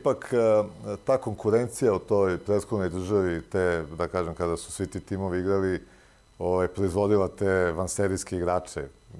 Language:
Serbian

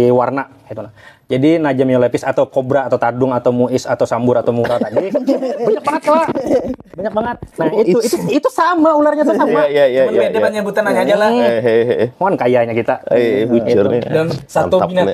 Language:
Banjar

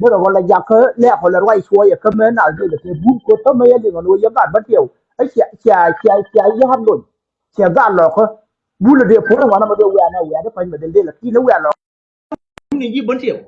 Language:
Nuer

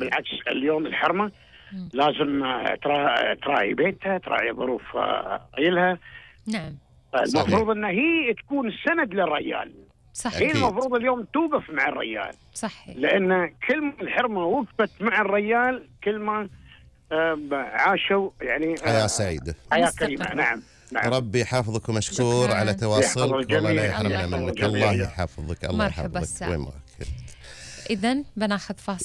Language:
Gulf Arabic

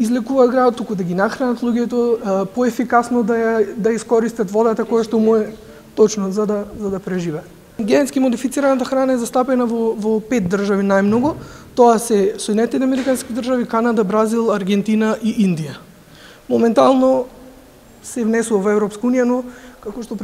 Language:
Macedonian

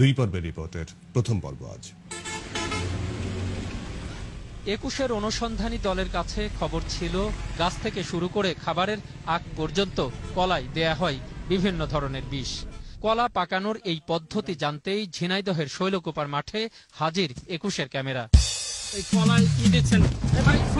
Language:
Bangla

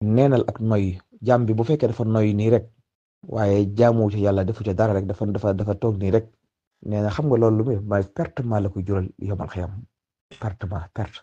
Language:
Wolof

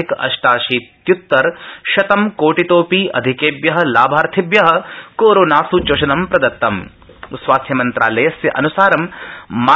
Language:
Sanskrit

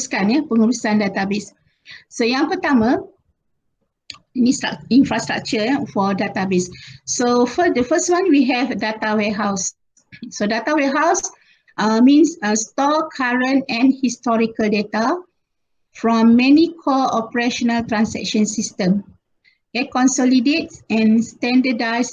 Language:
Malay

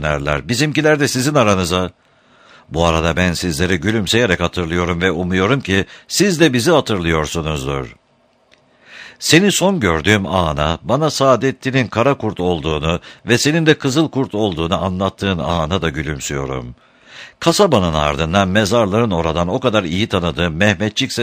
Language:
Turkish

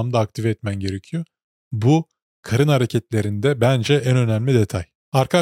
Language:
Turkish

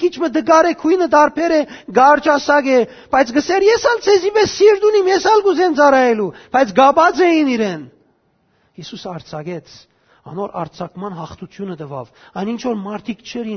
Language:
Western Armenian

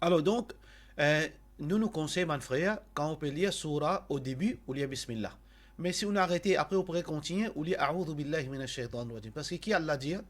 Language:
Morisyen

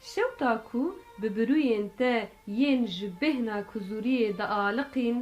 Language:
Kurdish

